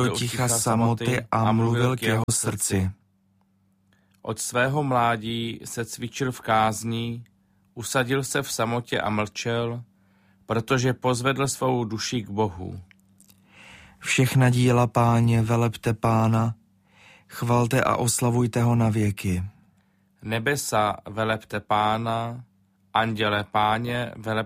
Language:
Czech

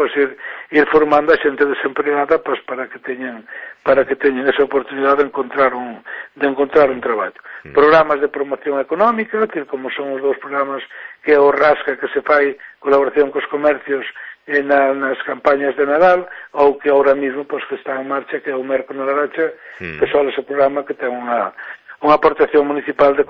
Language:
Galician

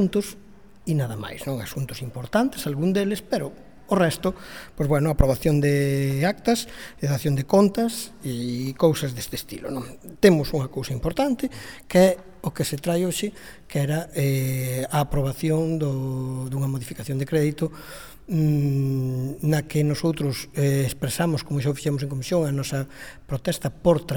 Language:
Galician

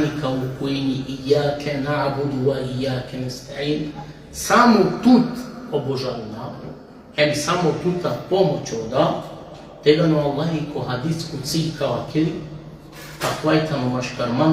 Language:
Balkan Romani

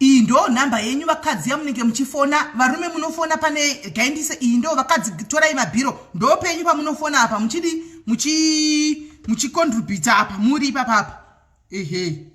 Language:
Shona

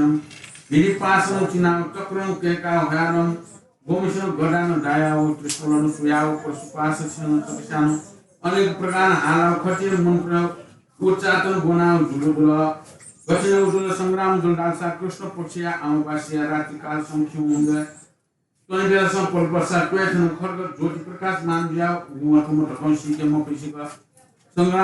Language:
Newari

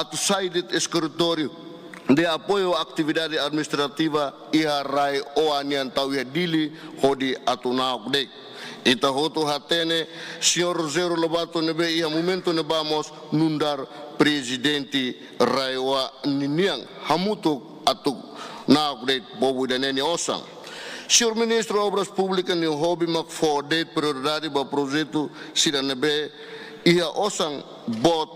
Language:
Tetum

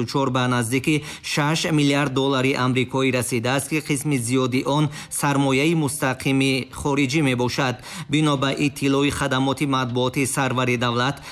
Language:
Tajik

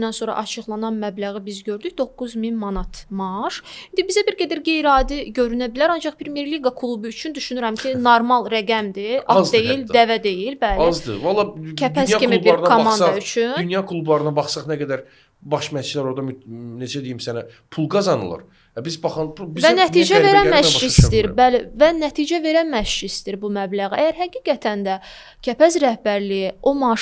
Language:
Azerbaijani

